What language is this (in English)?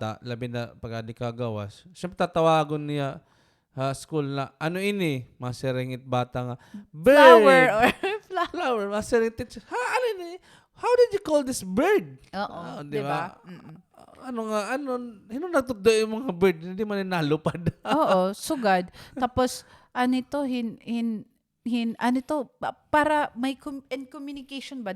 Waray